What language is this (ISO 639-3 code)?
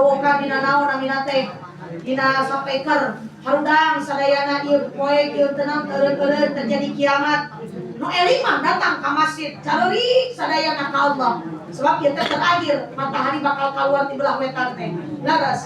sun